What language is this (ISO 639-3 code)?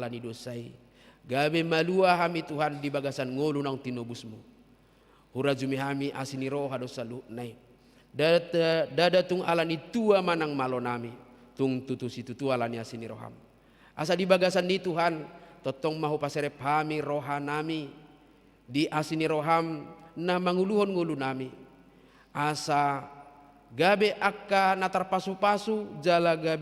bbc